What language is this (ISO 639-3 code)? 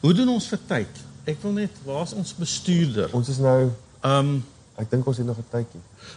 afr